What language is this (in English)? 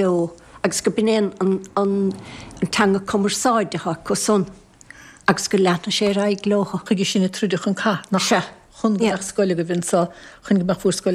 Irish